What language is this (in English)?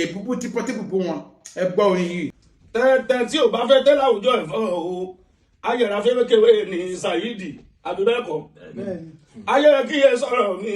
Yoruba